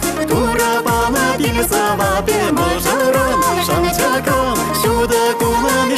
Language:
Chuvash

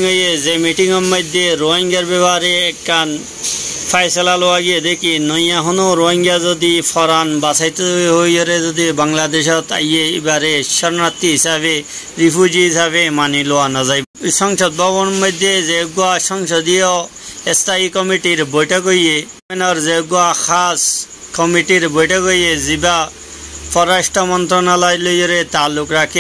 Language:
Rohingya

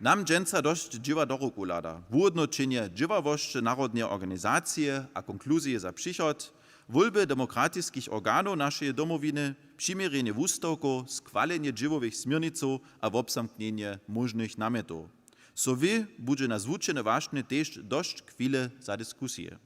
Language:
Upper Sorbian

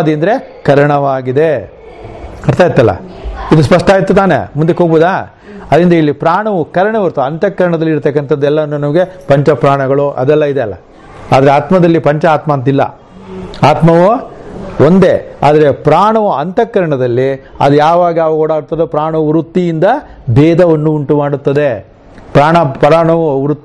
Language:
Kannada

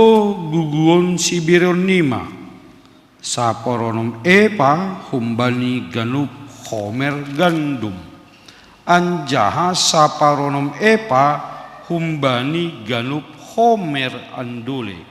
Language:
Batak Simalungun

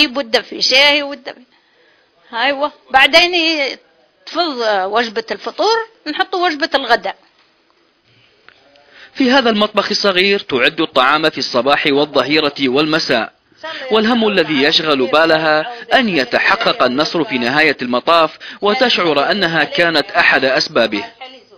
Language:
Arabic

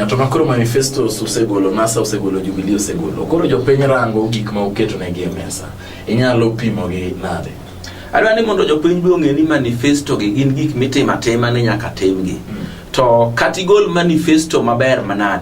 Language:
Luo (Kenya and Tanzania)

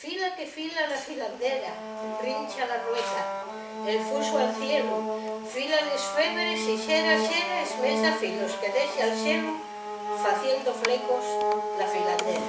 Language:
Asturian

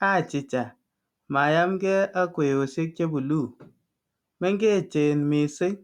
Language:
Kalenjin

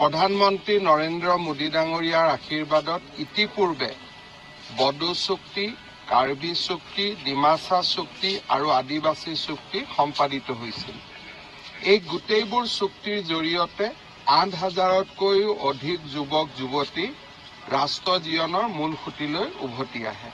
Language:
Assamese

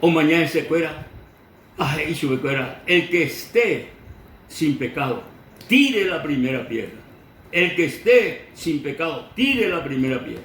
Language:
Guarani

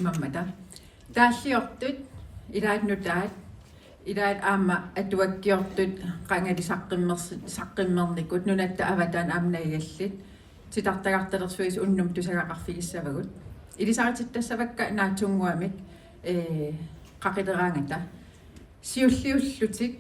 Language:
Kalaallisut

